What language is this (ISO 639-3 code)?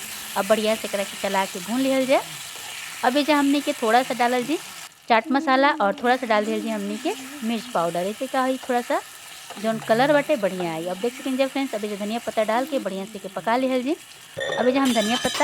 bho